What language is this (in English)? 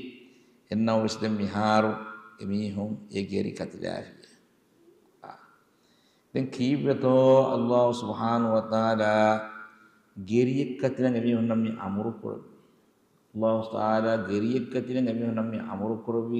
Divehi